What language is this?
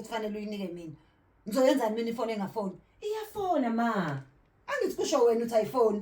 Zulu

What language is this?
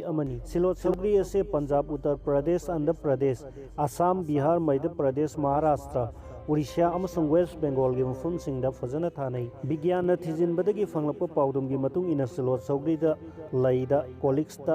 Manipuri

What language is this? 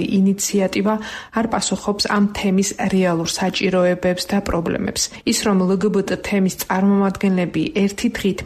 Georgian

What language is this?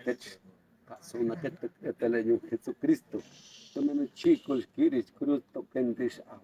Yucateco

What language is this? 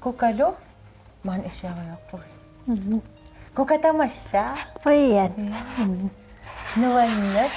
Kalaallisut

